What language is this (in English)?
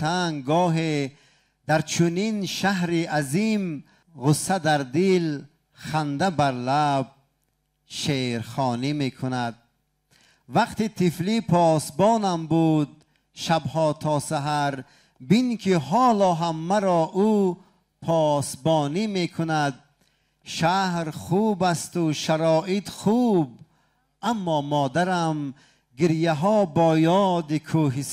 Tajik